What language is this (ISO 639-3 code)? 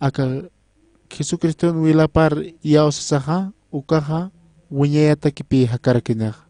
aym